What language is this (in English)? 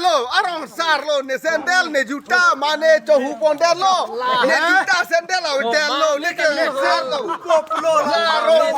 Karbi